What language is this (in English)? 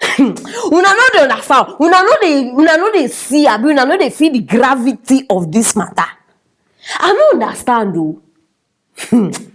Nigerian Pidgin